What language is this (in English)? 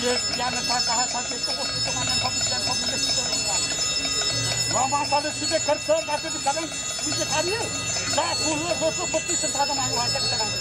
Balinese